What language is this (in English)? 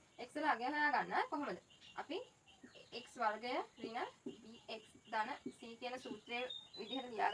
Sinhala